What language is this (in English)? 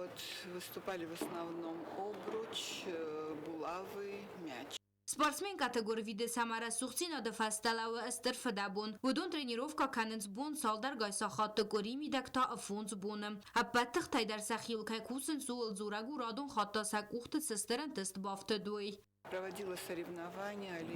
Ossetic